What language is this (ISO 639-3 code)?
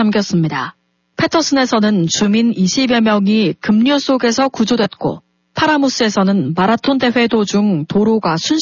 kor